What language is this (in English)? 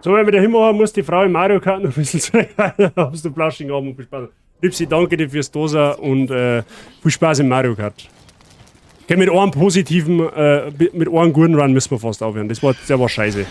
Bavarian